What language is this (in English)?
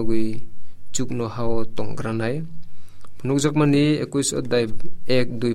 Kok Borok